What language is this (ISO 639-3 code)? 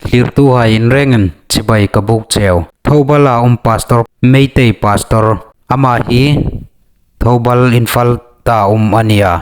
hmr